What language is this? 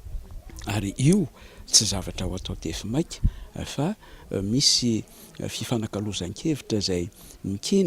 Malagasy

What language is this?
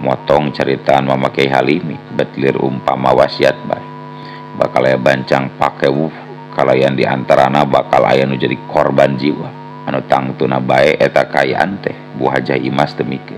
Sundanese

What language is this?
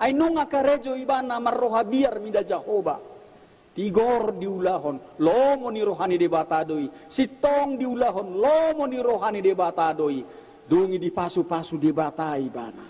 Batak Toba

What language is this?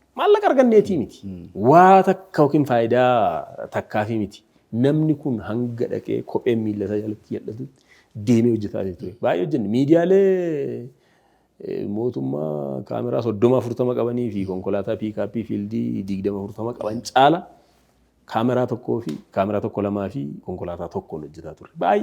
Oromo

